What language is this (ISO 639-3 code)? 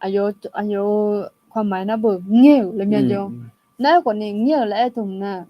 ahk